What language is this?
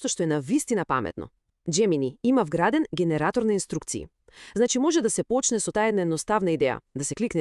Macedonian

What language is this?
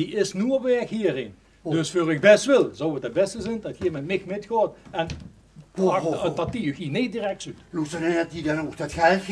Limburgish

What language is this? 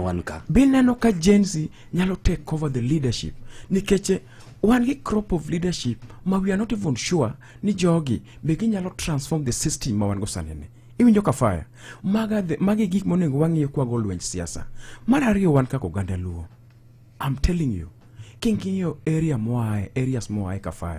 Luo (Kenya and Tanzania)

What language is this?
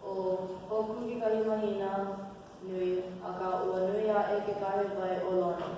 Hawaiian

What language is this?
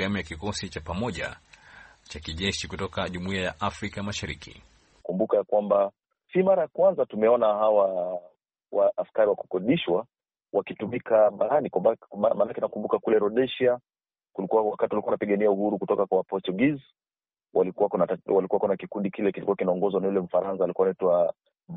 Swahili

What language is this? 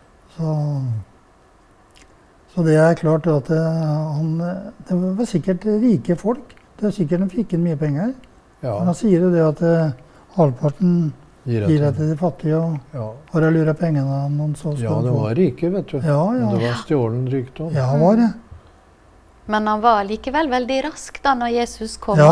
Norwegian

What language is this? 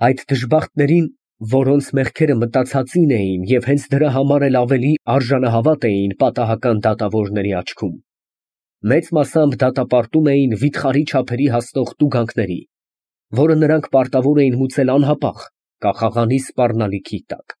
Armenian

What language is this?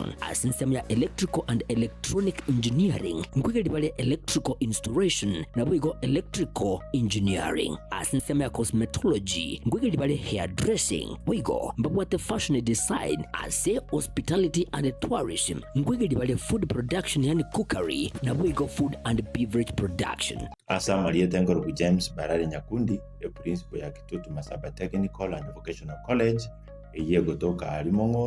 Gusii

